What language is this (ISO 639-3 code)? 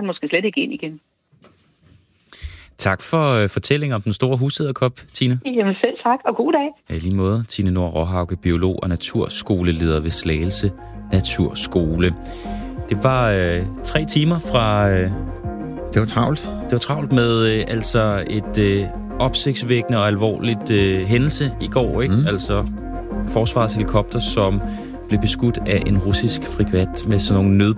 dan